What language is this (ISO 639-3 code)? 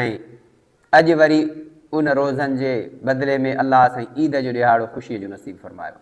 snd